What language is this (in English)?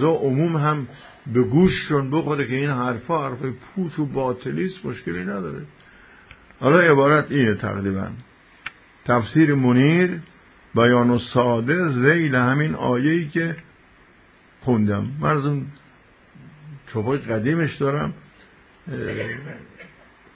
Persian